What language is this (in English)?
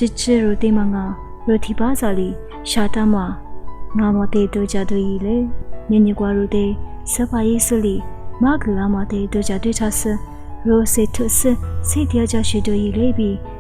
Lisu